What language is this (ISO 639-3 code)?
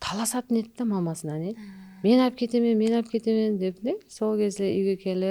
kaa